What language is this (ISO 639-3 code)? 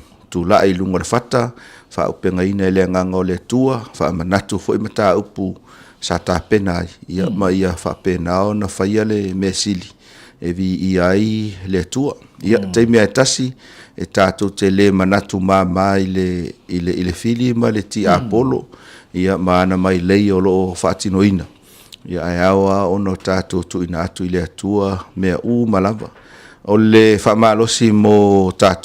smo